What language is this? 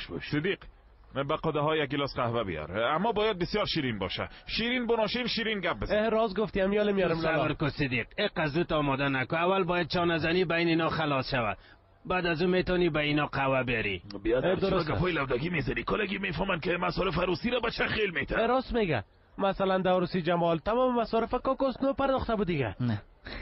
Persian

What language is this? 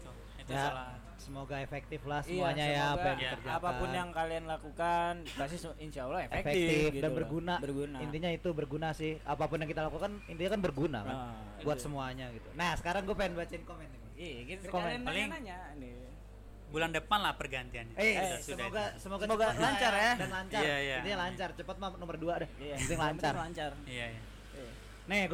Indonesian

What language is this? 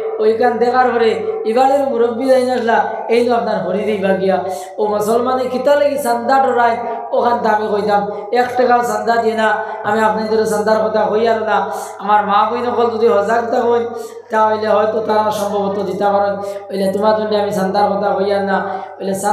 Sylheti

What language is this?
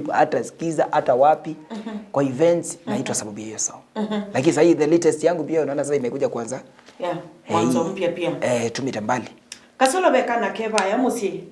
Kamba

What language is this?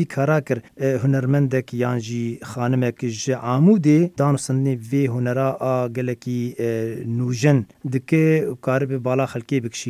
Kurdish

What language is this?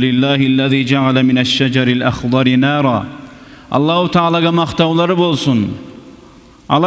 Kumyk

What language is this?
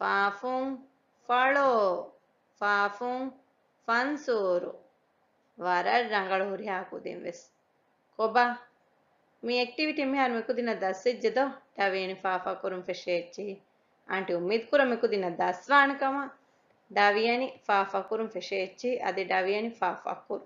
Divehi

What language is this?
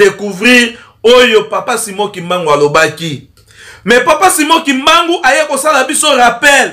Lingala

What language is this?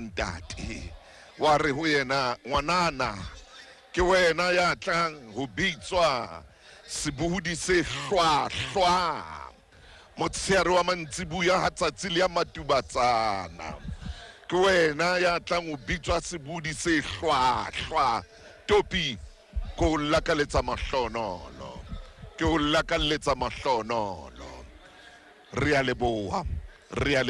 Southern Sotho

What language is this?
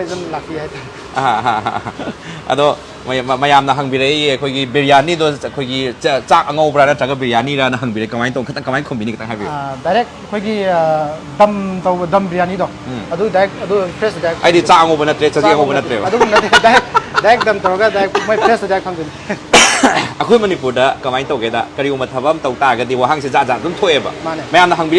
Manipuri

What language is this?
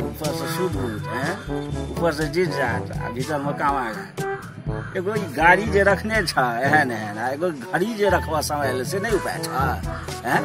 Maithili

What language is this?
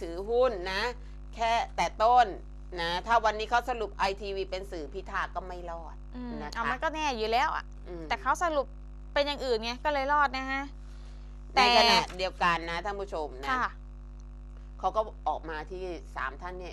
Thai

